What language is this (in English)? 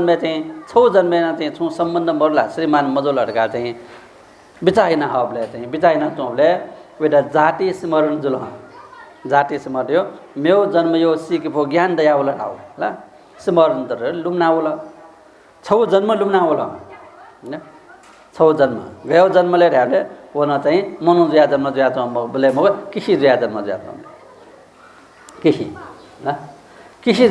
Newari